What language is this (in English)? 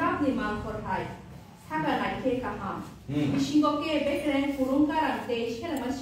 Kok Borok